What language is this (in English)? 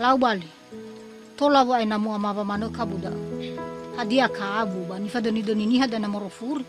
Nias